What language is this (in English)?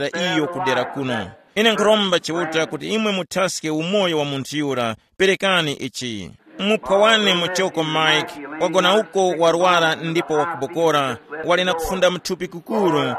Tumbuka